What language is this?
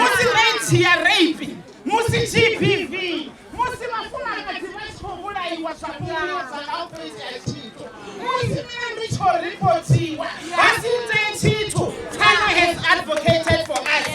Venda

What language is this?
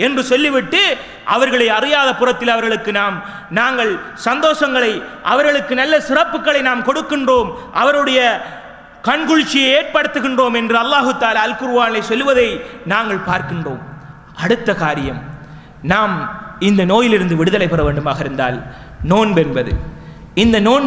Tamil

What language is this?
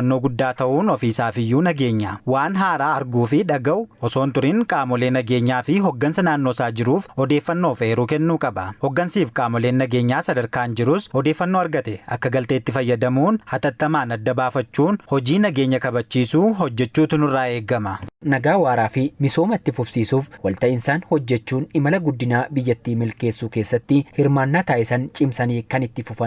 Oromo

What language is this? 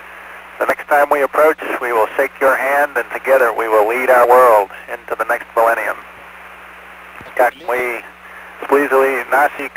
English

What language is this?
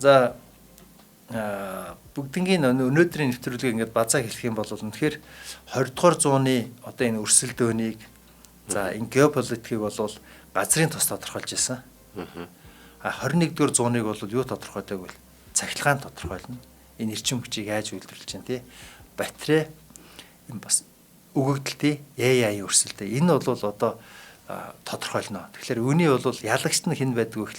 Mongolian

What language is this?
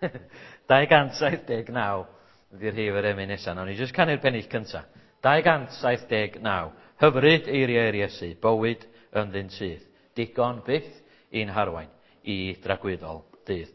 Welsh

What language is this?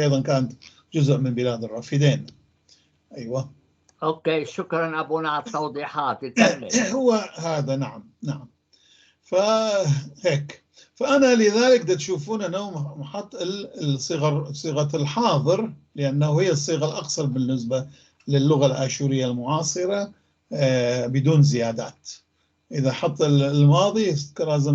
North Levantine Arabic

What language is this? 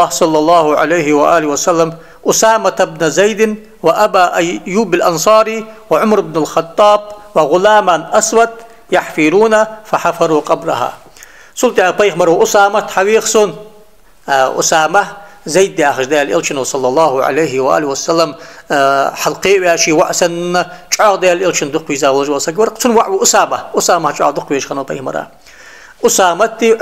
Ingush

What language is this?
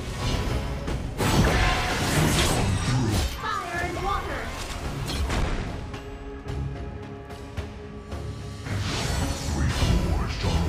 English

